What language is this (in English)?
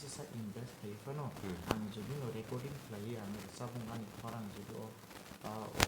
Kok Borok